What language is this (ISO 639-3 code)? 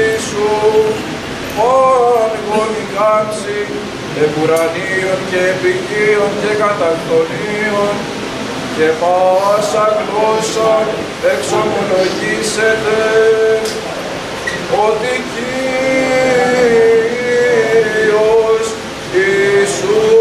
ell